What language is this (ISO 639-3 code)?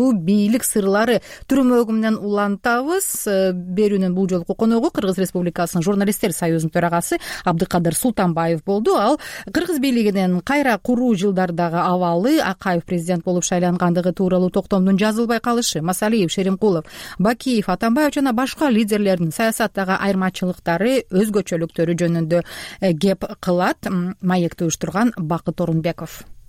kir